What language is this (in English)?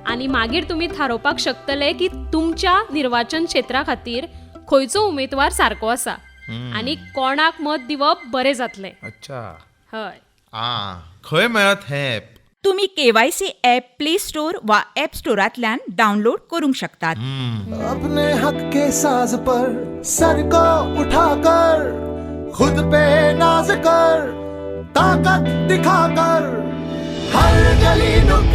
Konkani